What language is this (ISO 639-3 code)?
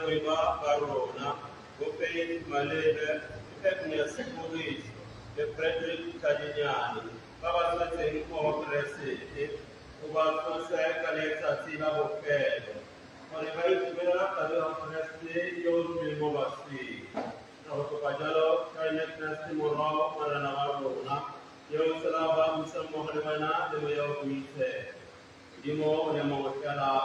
tsn